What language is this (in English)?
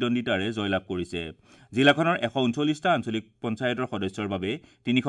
Assamese